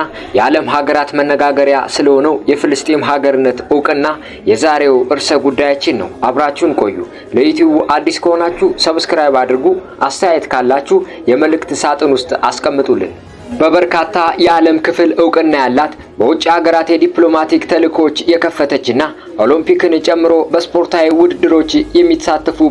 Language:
Amharic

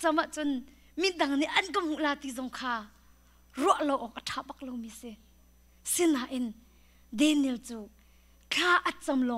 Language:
Hakha Chin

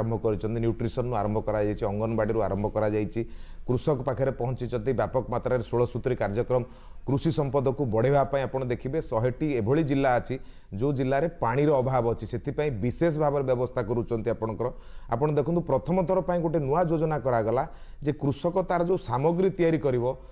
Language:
Odia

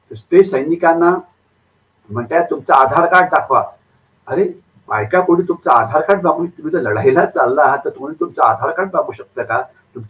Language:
Marathi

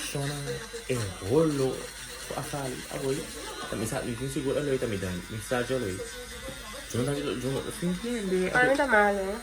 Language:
Papiamento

